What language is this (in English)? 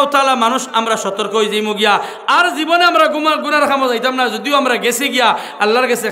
Sylheti